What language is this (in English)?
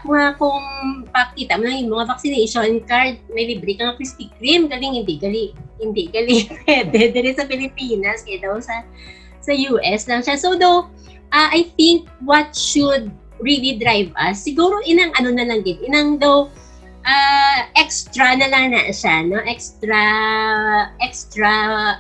Hiligaynon